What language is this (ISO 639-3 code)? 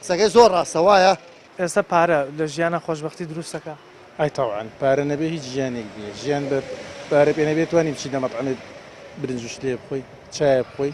ckb